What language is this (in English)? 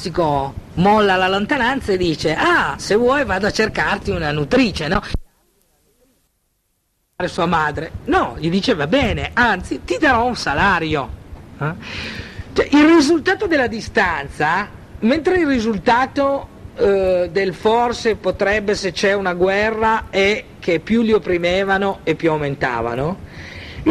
Italian